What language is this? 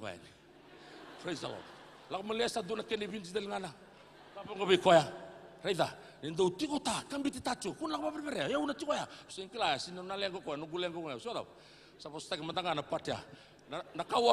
Fijian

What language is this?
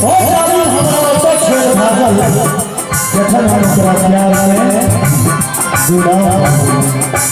Maithili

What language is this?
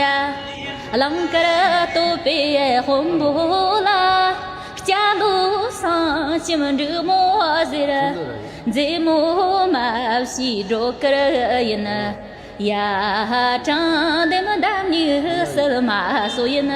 Tibetan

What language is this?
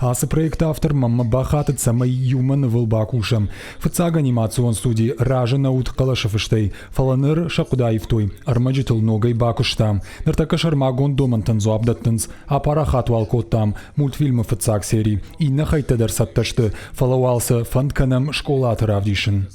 Ossetic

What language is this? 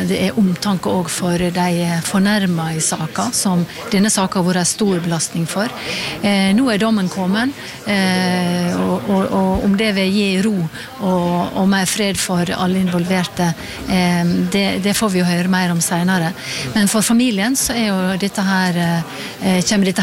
Norwegian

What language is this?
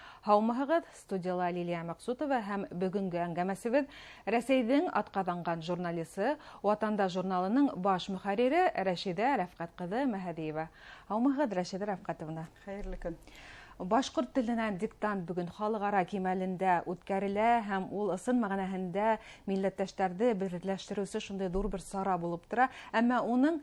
Bashkir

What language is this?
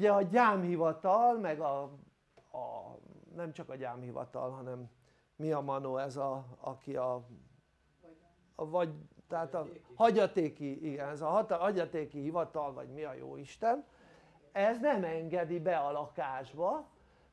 Hungarian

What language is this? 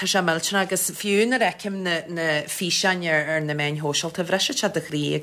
Irish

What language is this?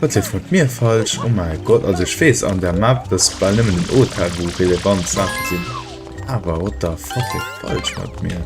Luxembourgish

